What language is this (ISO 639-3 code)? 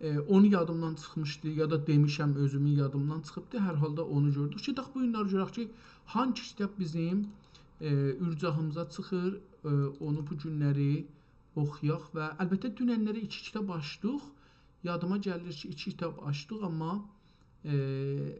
azb